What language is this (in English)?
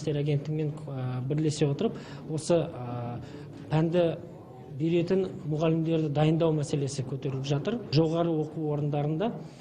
Kazakh